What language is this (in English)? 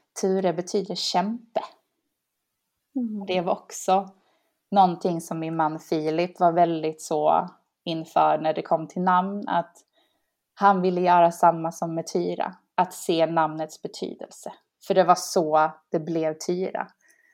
Swedish